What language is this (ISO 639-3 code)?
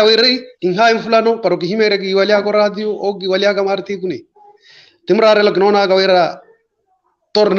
vmw